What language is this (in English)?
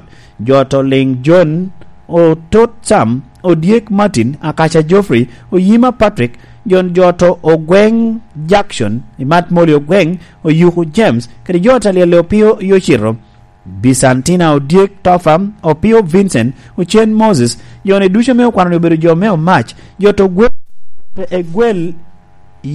Lango (Uganda)